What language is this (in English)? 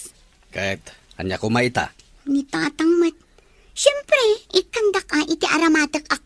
Iloko